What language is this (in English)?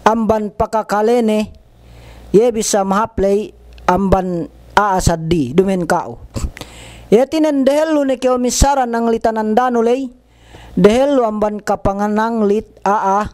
Yakan